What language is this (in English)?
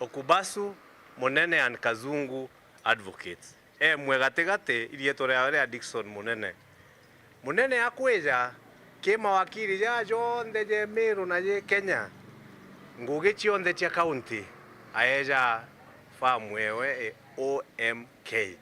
Meru